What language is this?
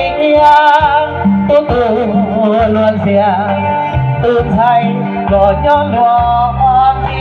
Hmong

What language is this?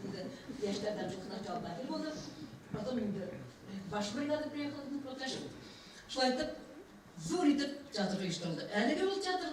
Bashkir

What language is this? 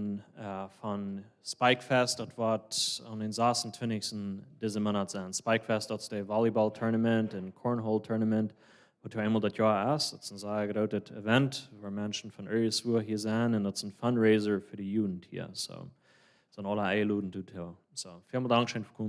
Plautdietsch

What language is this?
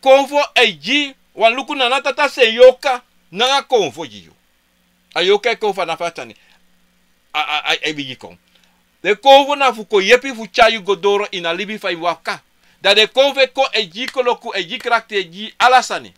Sranan Tongo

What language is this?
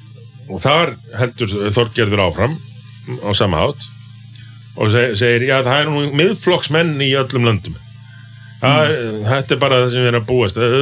Icelandic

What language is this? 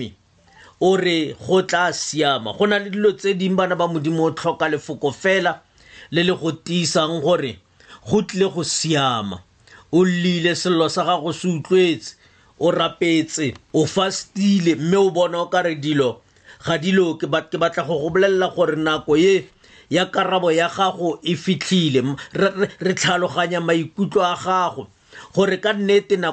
Tswana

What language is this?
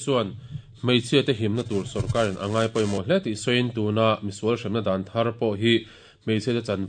Mizo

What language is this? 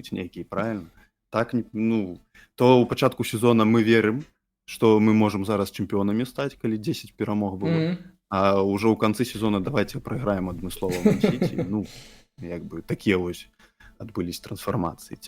Belarusian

